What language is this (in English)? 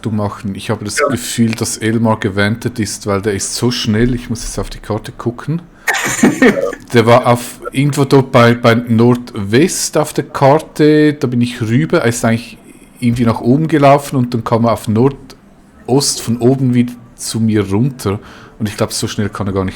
Swiss German